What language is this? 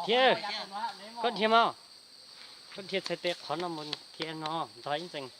Hmong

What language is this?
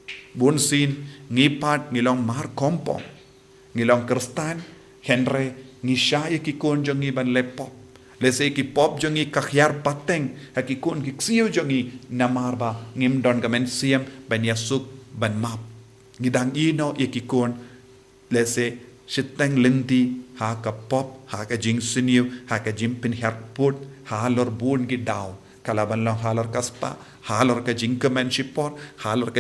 Khasi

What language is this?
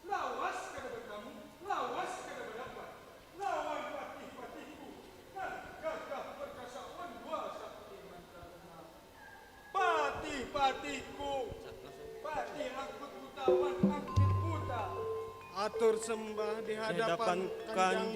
Banjar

